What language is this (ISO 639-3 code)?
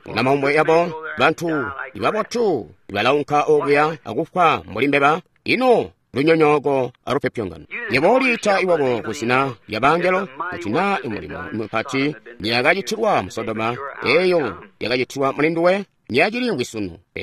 toi